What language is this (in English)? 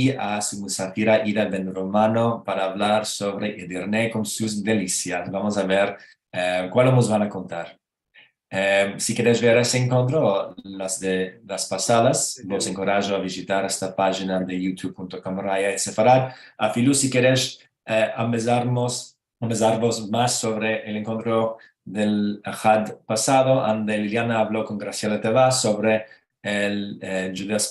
Ladino